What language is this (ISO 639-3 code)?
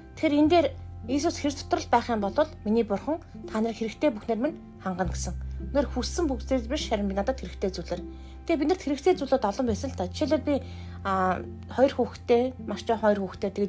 mon